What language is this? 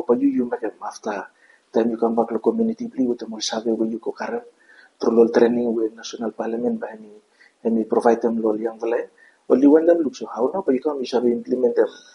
Bislama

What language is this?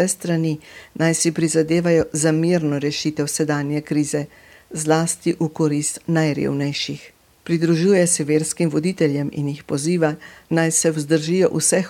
Slovenian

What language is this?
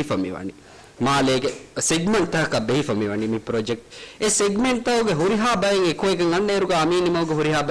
Divehi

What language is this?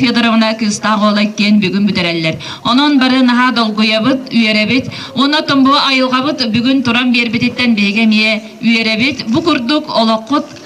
Yakut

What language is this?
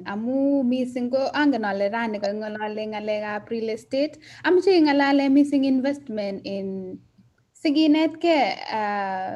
Kalenjin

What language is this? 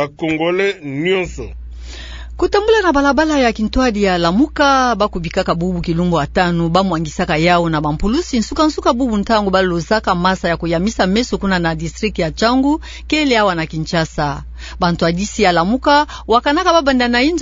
Kituba (Democratic Republic of Congo)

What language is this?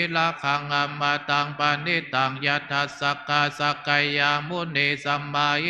Pali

